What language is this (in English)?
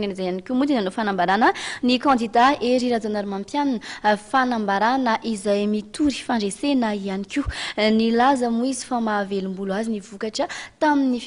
Malagasy